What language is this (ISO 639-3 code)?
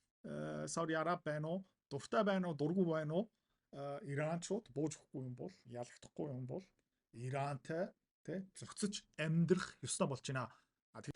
mon